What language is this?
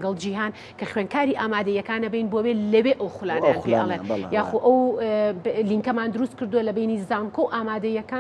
Central Kurdish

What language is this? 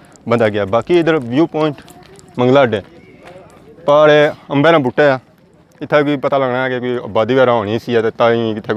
Pahari-Potwari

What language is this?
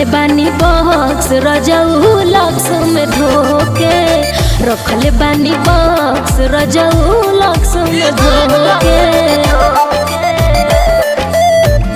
Bhojpuri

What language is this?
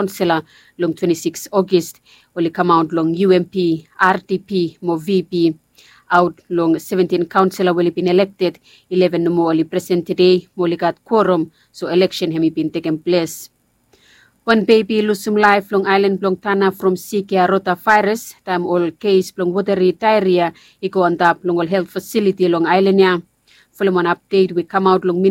Bislama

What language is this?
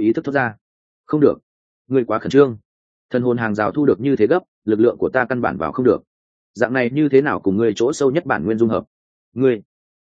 Vietnamese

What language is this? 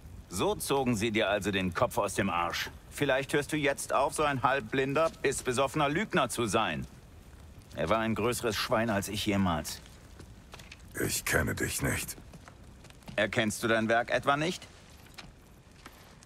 German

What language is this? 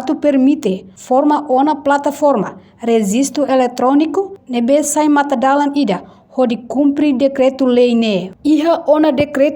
Tetum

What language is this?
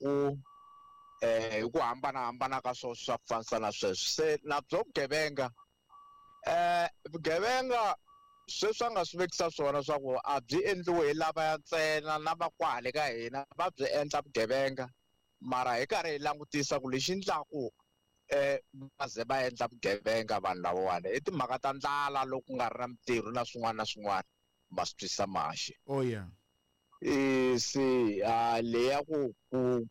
Tsonga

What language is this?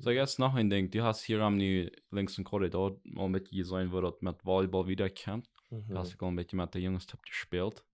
Plautdietsch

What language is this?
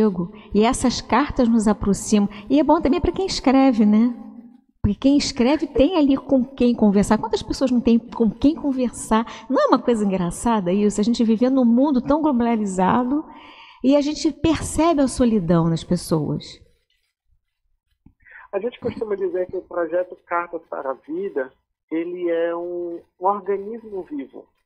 Portuguese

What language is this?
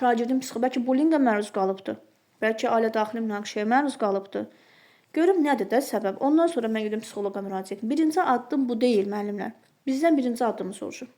Azerbaijani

